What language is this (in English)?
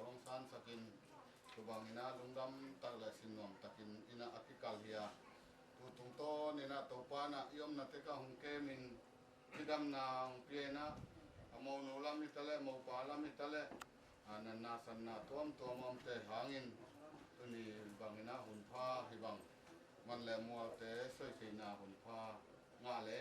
Tedim Chin